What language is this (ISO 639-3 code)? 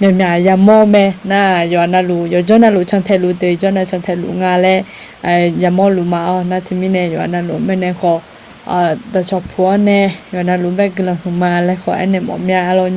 ahk